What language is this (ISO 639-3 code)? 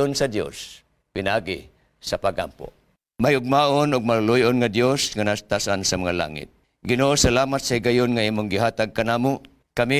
ceb